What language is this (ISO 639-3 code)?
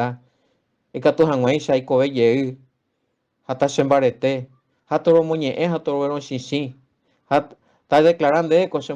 grn